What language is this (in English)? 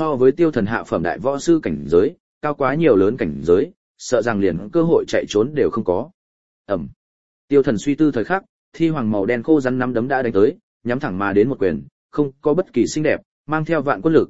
Vietnamese